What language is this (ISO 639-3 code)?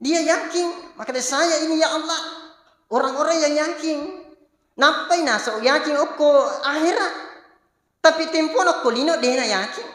bug